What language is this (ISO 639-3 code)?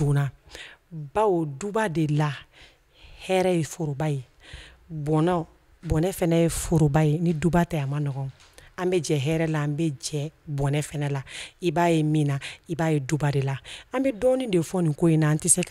bam